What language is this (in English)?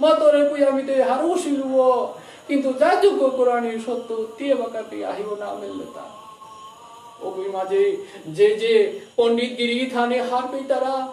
Bishnupriya